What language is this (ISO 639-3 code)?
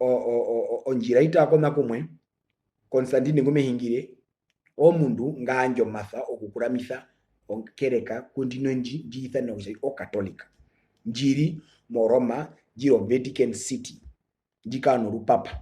her